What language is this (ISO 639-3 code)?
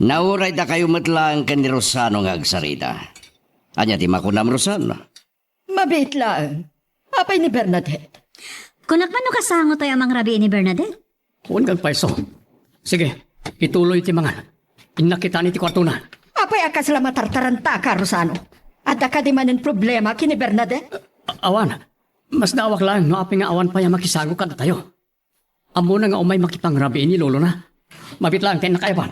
ilo